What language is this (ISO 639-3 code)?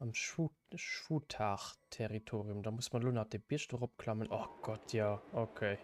ltz